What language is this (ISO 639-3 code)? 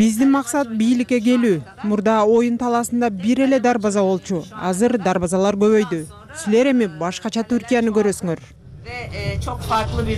kir